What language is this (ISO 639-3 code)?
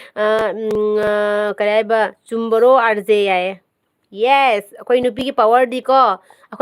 mni